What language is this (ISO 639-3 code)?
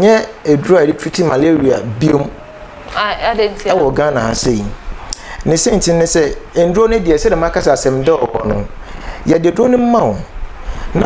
aka